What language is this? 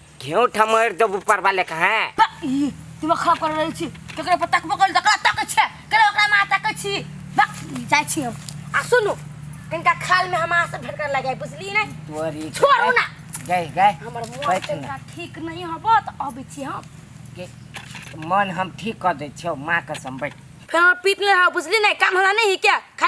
Maithili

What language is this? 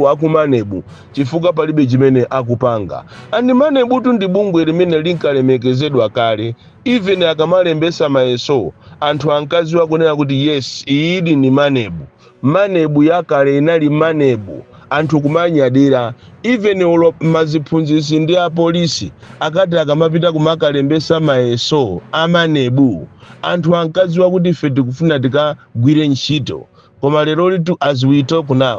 Nyanja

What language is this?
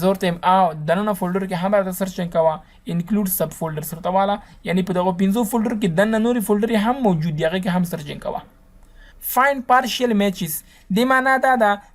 Pashto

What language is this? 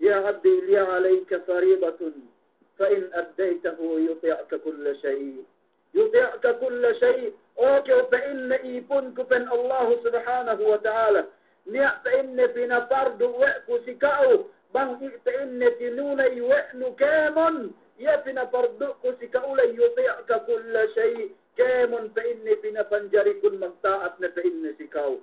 Yakan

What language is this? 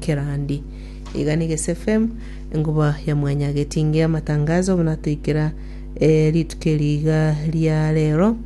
Gusii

